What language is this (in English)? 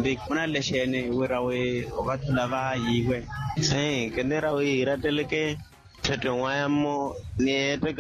Makhuwa